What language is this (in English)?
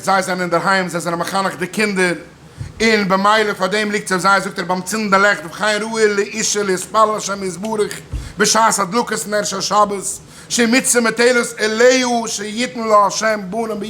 Yiddish